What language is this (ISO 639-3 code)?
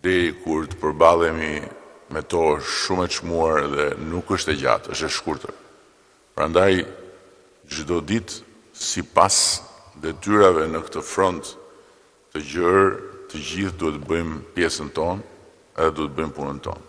sqi